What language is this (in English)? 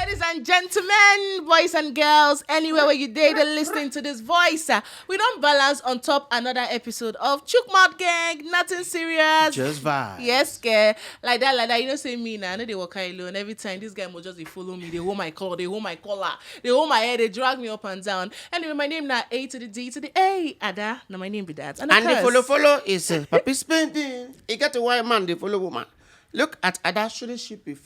Nigerian Pidgin